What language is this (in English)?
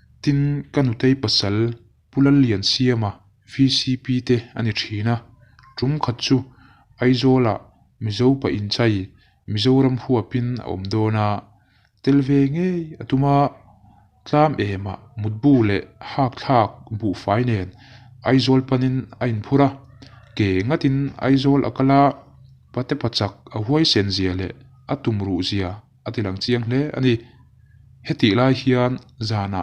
Mizo